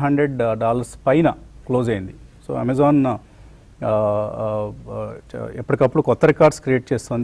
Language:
Telugu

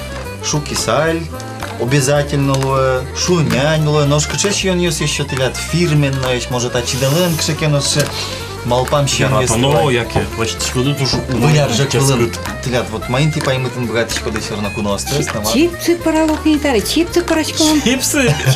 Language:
Udmurt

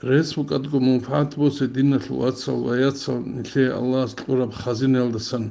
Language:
Avaric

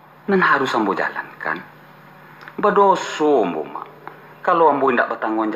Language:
Minangkabau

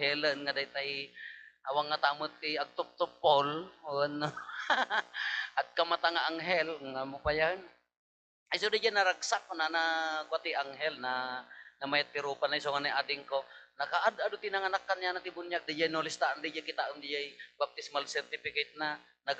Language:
Iloko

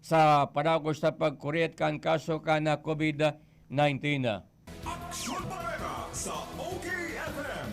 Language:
Bikol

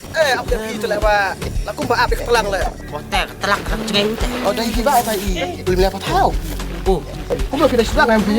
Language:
Khasi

